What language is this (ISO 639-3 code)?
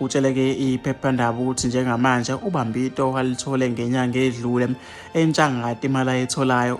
zul